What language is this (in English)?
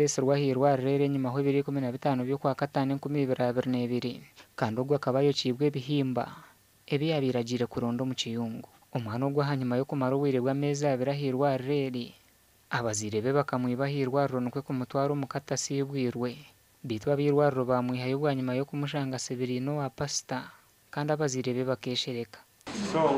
Nyankole